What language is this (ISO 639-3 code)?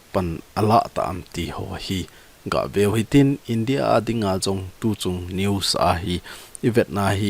tcz